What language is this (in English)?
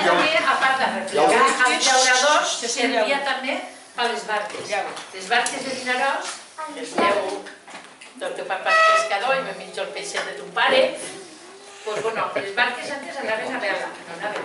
Catalan